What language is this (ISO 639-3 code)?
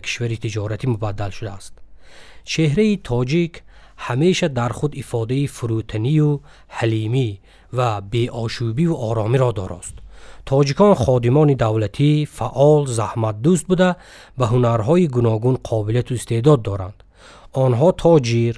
tgk